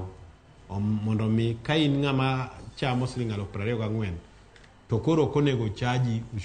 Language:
Luo (Kenya and Tanzania)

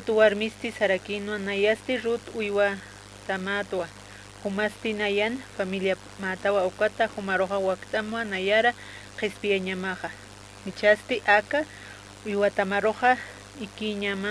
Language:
Aymara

